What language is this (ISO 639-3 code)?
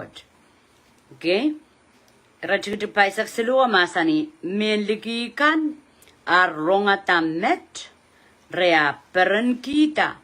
pon